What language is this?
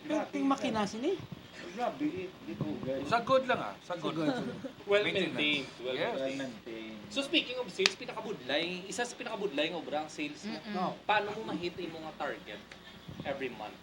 Hiligaynon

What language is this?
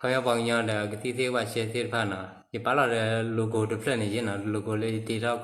S'gaw Karen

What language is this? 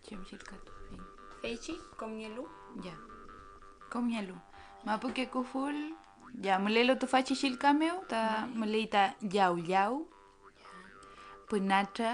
Mapuche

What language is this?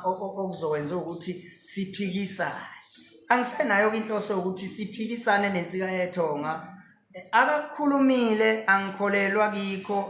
Zulu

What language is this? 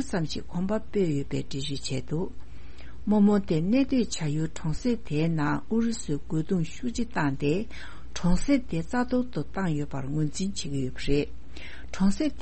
Tibetan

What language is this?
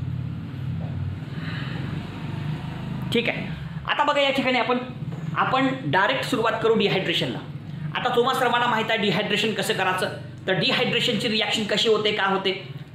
Marathi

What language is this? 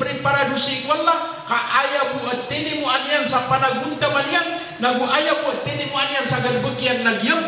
Maranao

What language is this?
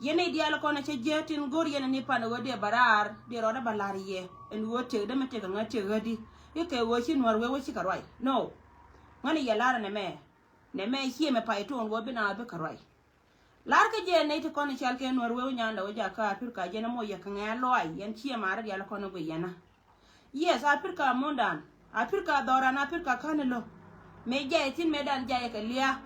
Nuer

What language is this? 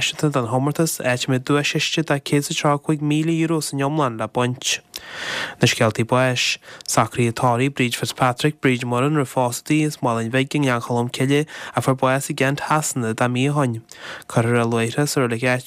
Irish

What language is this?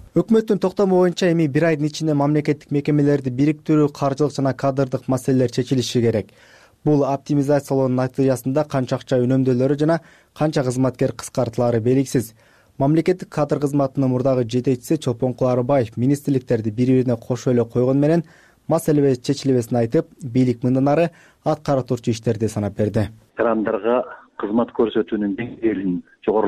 Kyrgyz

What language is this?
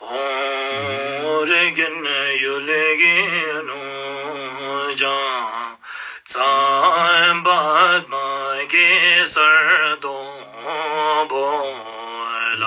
Ladakhi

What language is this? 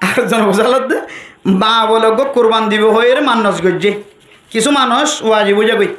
Rohingya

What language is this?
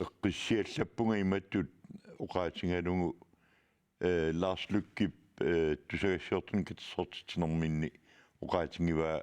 Kalaallisut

